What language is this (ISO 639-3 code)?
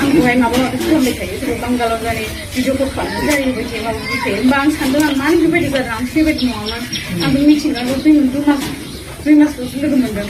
brx